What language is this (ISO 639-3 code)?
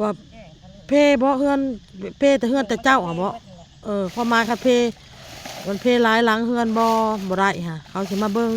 tts